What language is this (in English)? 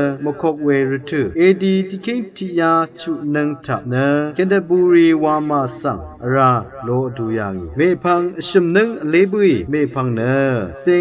Rawang